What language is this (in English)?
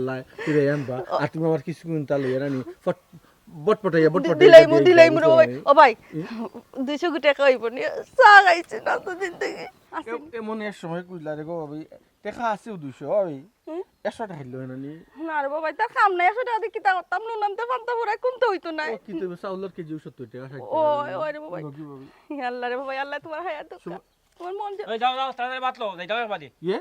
Sylheti